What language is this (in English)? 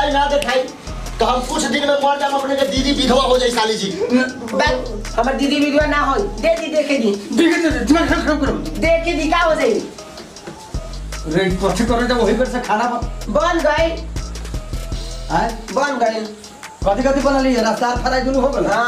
Bhojpuri